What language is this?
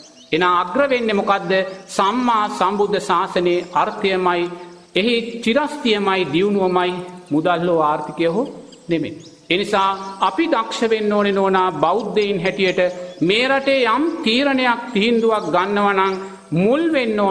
Sinhala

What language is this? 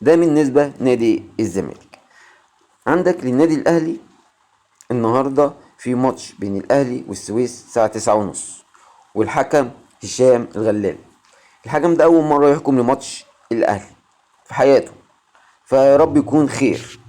Egyptian Arabic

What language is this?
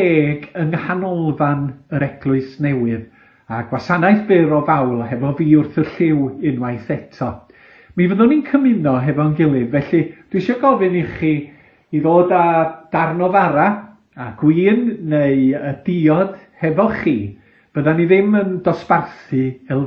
Welsh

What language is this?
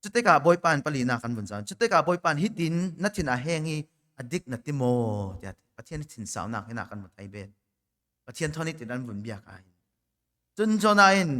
Falam Chin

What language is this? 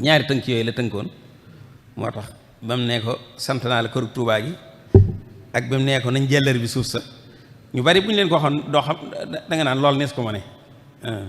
Wolof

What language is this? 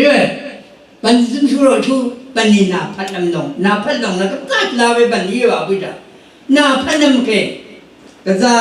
Rawang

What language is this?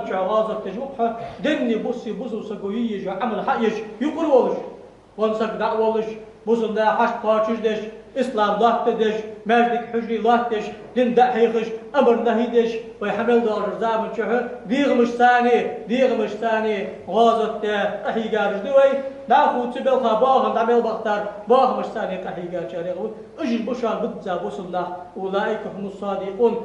Ingush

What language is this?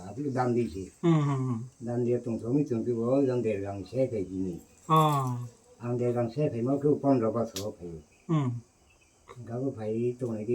Riang (India)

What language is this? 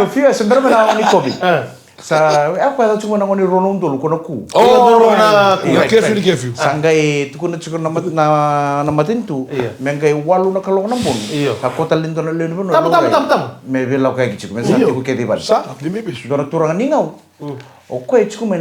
Fijian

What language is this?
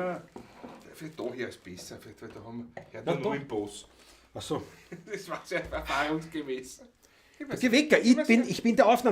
Bavarian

